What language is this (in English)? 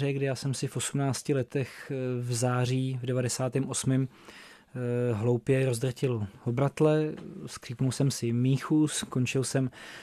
Czech